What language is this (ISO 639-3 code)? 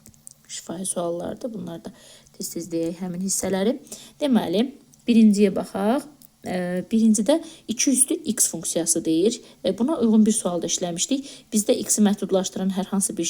aze